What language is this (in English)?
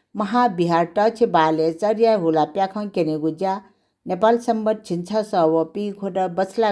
Newari